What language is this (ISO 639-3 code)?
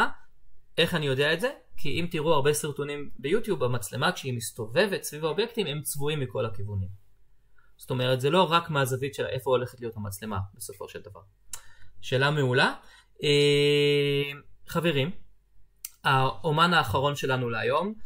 heb